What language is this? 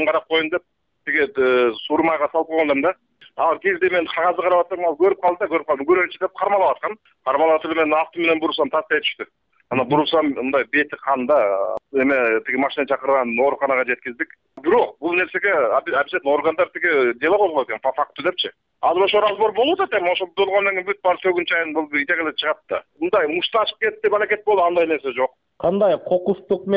Kyrgyz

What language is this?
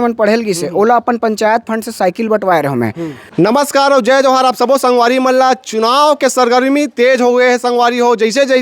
Chhattisgarhi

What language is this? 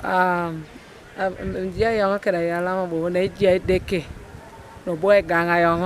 Teso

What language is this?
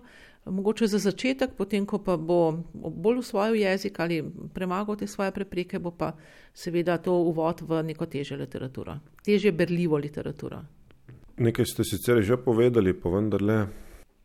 Slovenian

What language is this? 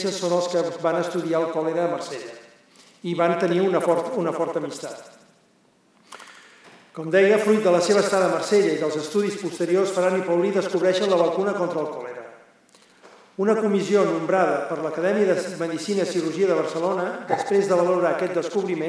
Catalan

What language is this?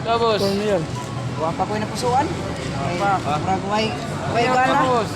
Cebuano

